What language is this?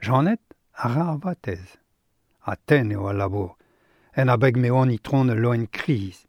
Breton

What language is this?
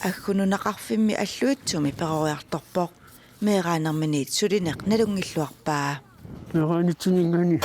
Kalaallisut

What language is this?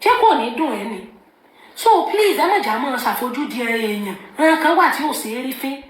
Yoruba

